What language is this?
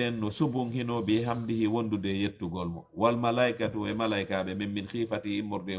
Fula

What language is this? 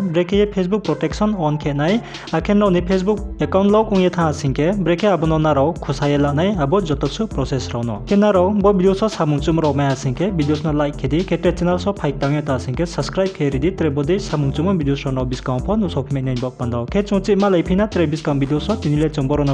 Riang (India)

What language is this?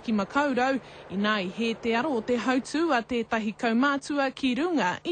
Māori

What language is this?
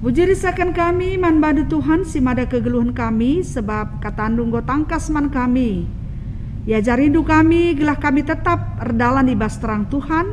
Batak Karo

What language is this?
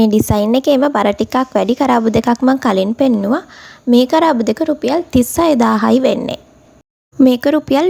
Sinhala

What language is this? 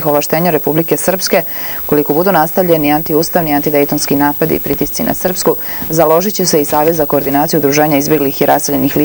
Serbian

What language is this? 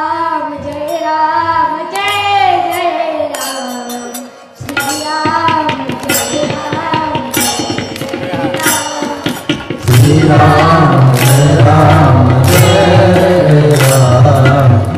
Marathi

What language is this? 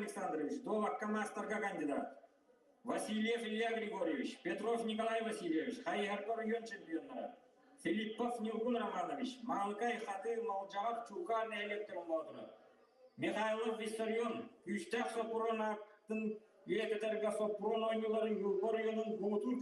Yakut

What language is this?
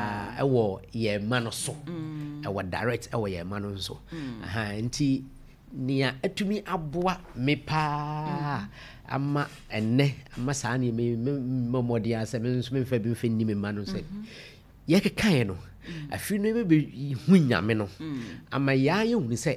Akan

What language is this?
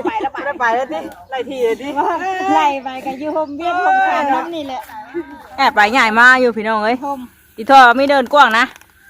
Northeastern Thai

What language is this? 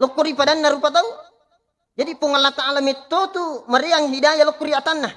Buginese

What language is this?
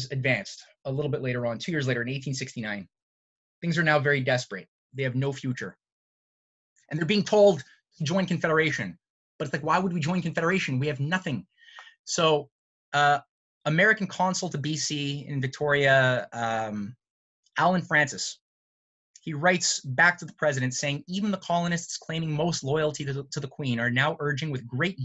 English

